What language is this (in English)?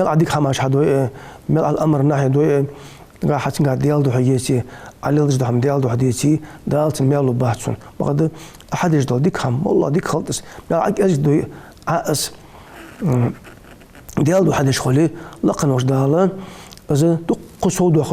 Ingush